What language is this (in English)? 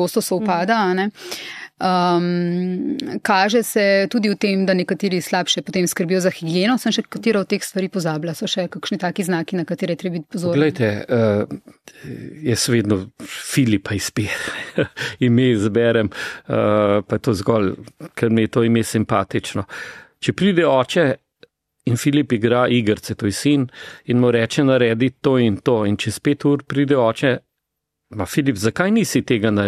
Slovenian